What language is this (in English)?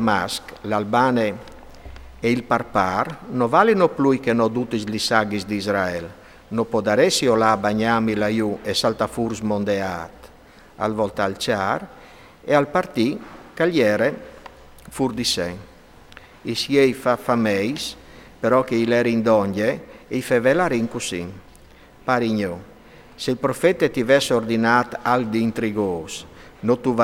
Friulian